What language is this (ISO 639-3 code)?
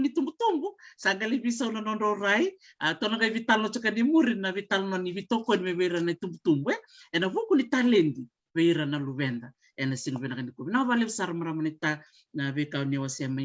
fij